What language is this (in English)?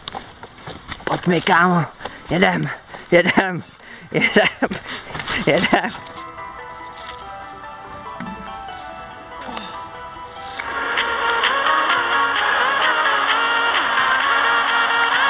Czech